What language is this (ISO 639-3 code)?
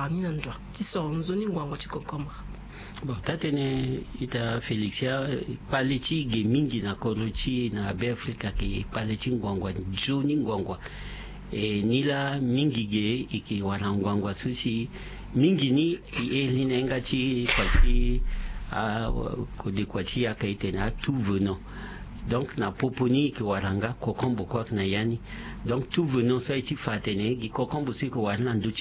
sag